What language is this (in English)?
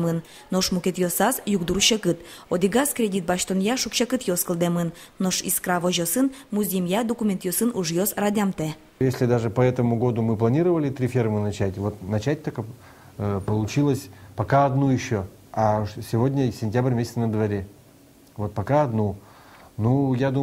Udmurt